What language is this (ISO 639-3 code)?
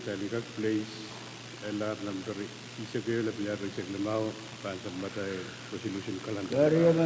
pon